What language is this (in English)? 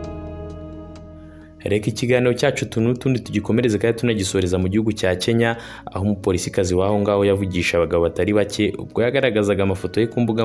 Kinyarwanda